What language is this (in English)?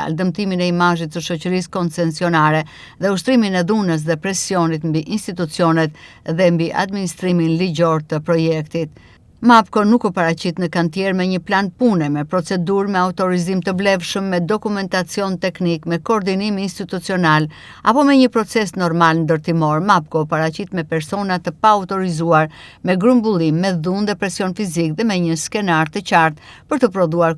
Albanian